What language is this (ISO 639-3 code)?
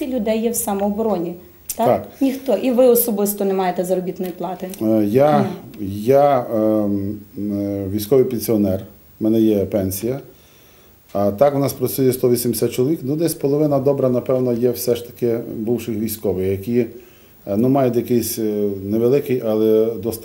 ukr